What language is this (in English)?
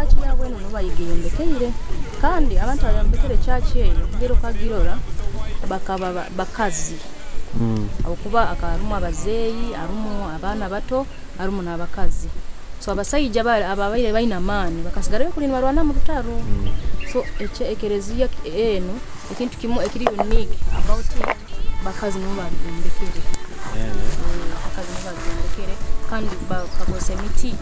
Nyoro